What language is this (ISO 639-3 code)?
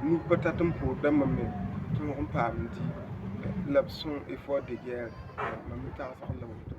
mos